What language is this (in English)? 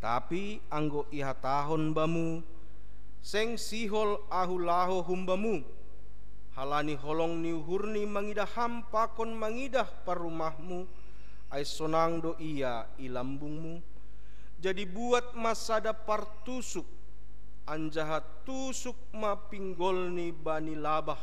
Batak Simalungun